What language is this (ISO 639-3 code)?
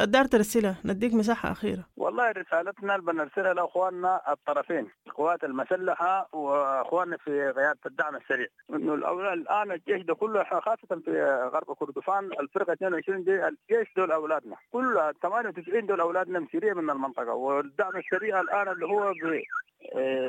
apd